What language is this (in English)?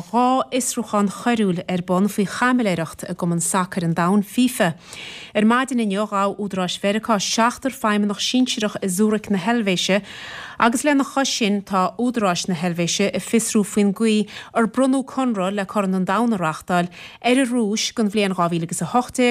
Irish